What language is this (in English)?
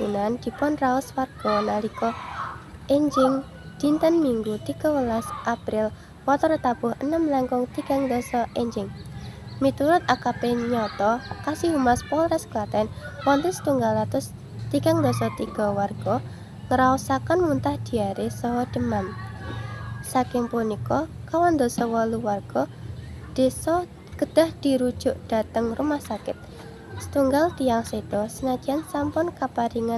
Javanese